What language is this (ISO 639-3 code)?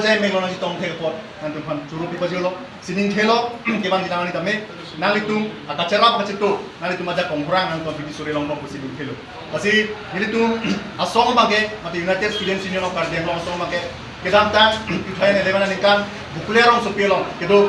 mjw